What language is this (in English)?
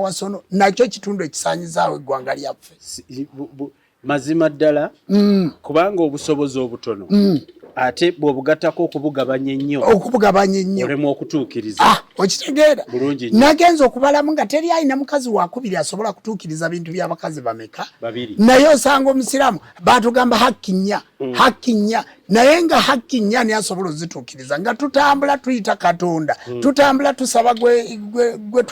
Ganda